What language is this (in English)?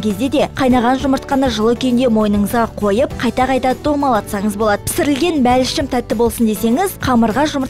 Kazakh